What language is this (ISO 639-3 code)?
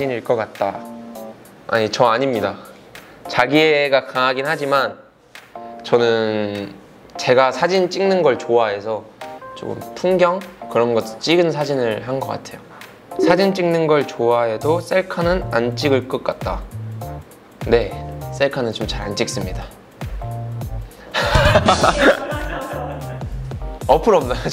kor